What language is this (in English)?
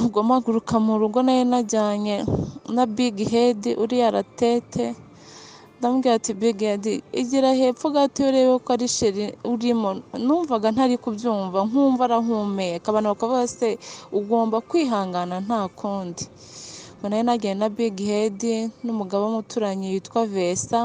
Kinyarwanda